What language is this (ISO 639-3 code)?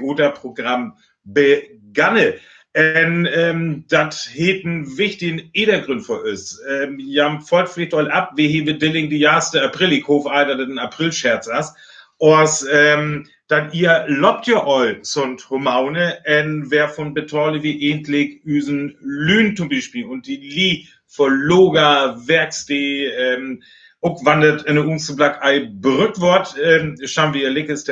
frr